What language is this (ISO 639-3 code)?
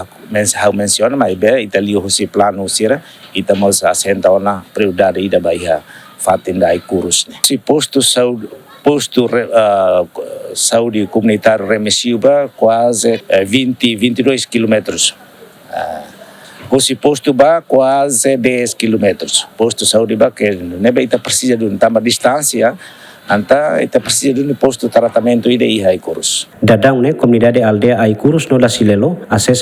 tet